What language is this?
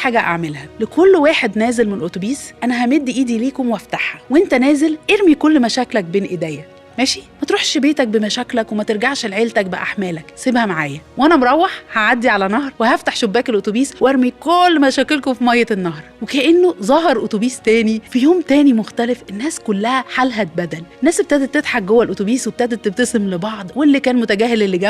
Egyptian Arabic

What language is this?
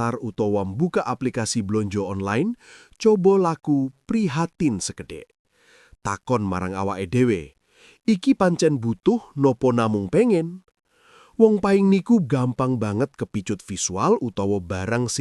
Javanese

